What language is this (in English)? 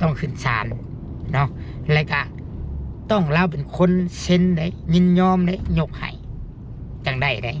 Lao